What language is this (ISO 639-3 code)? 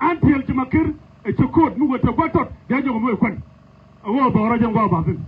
nus